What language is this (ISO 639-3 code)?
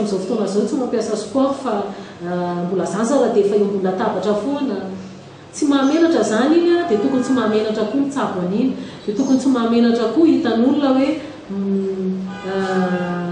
mlg